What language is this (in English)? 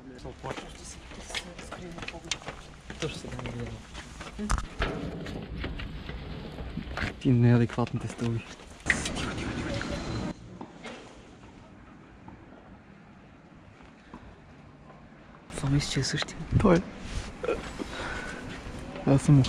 Bulgarian